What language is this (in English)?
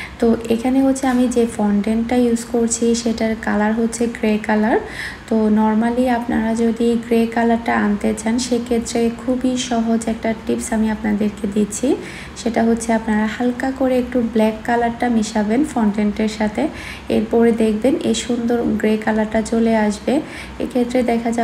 Bangla